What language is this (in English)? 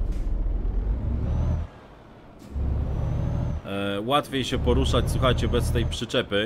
Polish